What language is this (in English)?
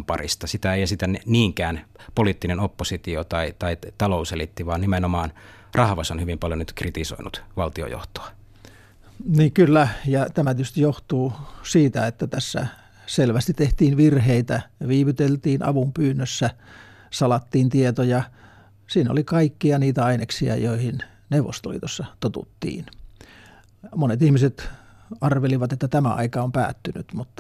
Finnish